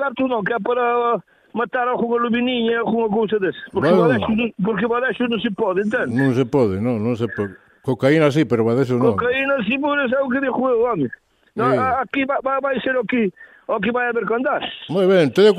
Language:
Galician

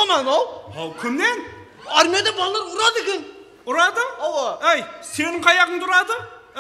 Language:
Kara-Kalpak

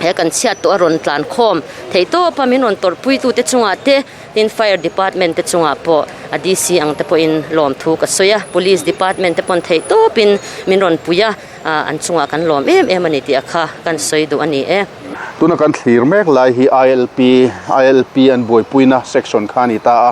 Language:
Mizo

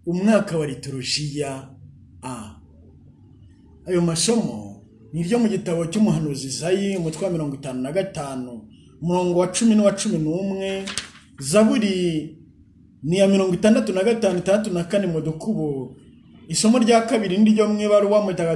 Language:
Kinyarwanda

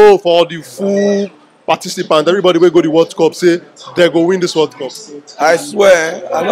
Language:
Nigerian Pidgin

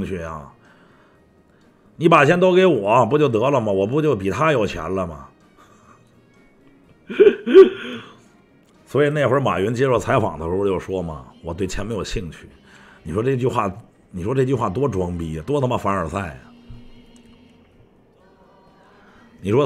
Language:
Chinese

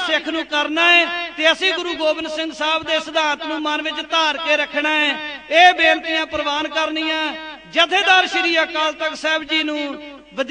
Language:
Punjabi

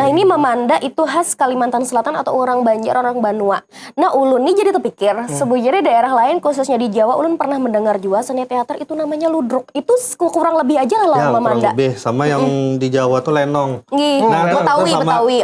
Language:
Banjar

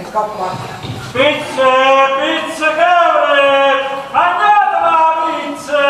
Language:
Neapolitan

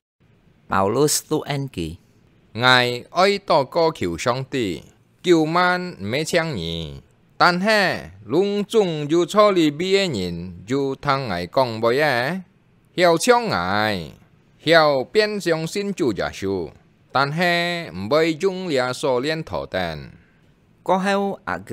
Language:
Hakka Chinese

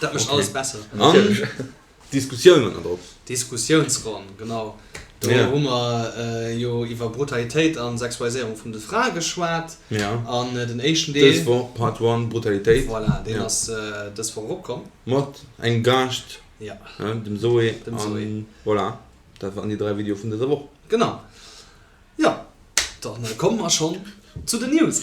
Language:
Luxembourgish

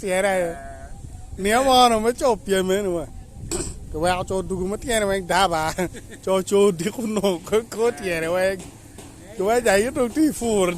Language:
Acoli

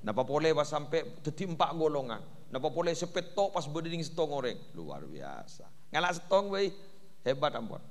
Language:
Madurese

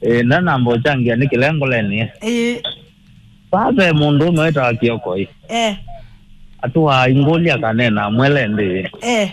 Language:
Kamba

